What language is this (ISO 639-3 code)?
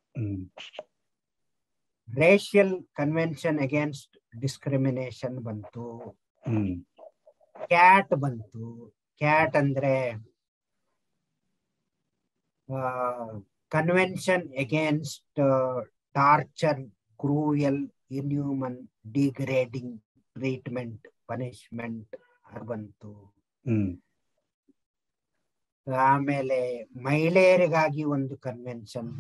kan